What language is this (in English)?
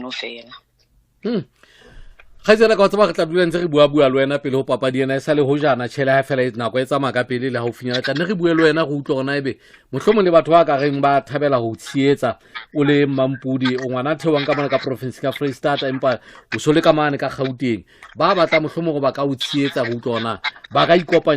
Southern Sotho